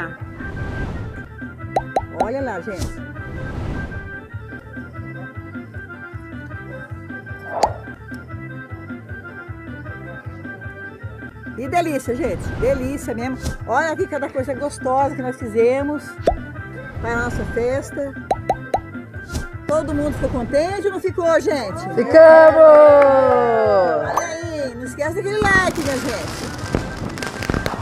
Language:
Portuguese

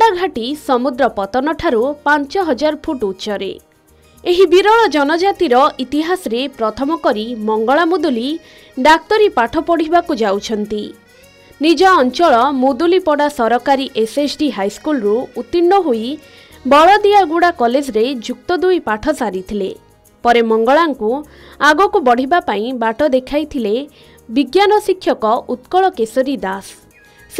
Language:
Odia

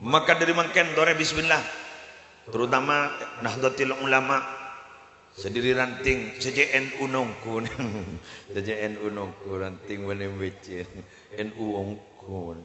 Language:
Madurese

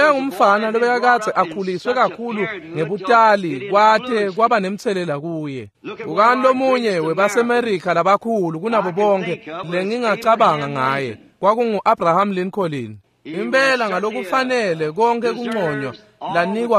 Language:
Swati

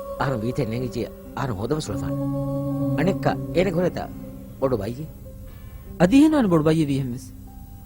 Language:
Divehi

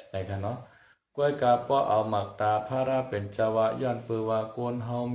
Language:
Shan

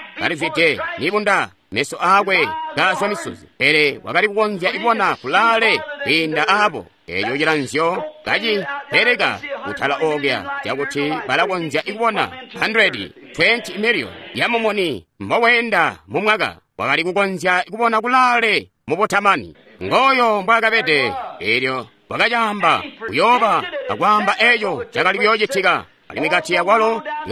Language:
Tonga (Zambia)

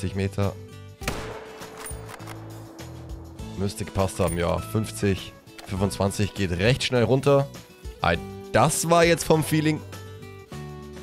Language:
German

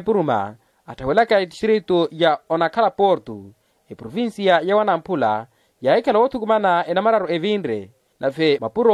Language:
Makhuwa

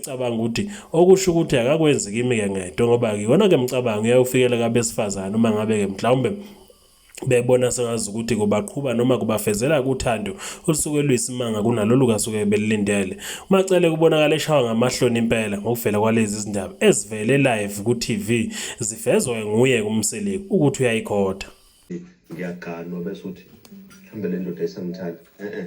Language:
Zulu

